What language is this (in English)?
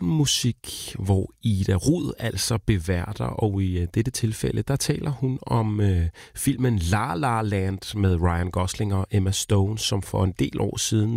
Danish